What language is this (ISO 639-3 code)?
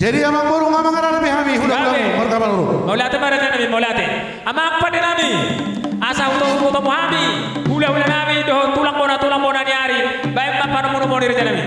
bbc